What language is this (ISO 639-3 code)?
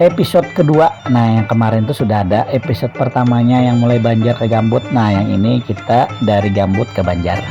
bjn